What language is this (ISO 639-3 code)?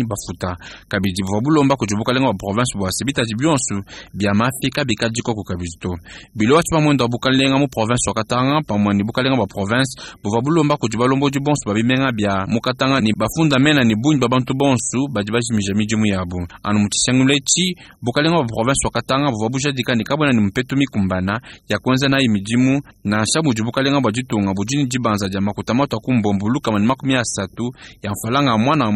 lua